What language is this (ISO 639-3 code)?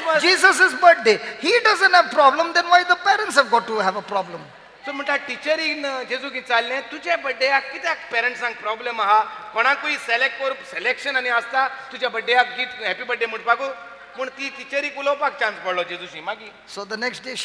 kok